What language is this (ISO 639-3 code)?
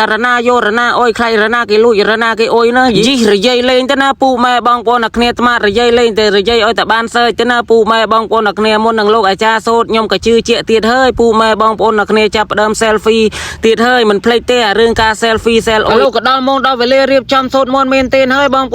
khm